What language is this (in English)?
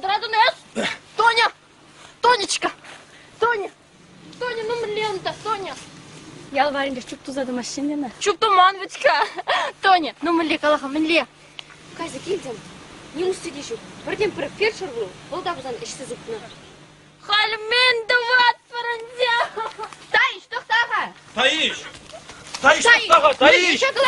Chuvash